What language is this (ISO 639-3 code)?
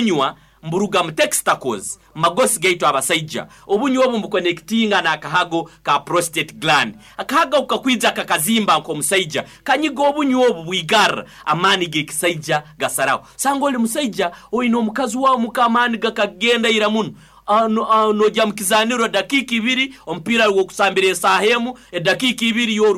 nyo